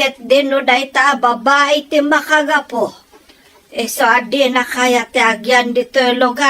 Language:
Iloko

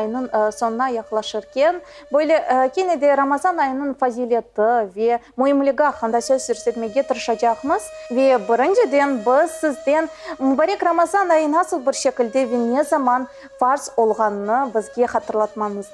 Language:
Crimean Tatar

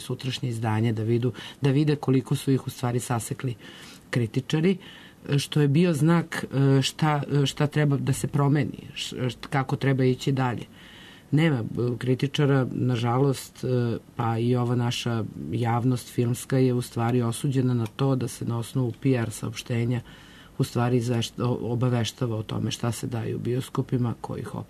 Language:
Serbian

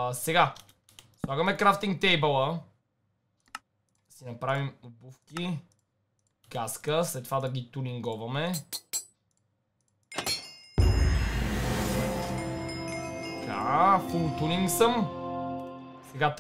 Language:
Bulgarian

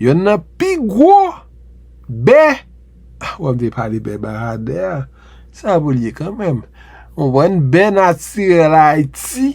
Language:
Haitian Creole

